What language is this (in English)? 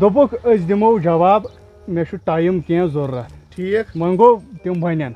Kashmiri